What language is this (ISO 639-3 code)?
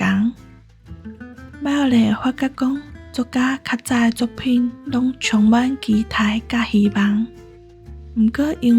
nan